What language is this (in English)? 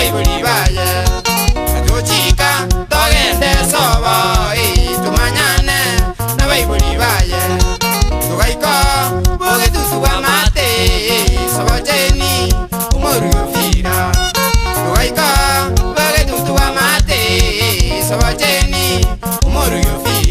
Gusii